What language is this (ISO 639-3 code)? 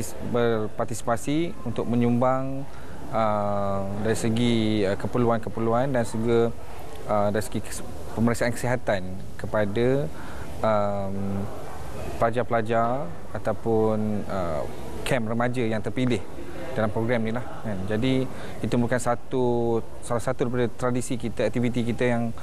msa